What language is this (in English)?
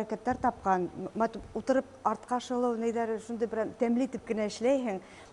Bashkir